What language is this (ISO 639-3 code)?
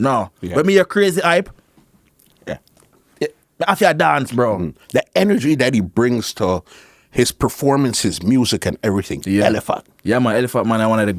jam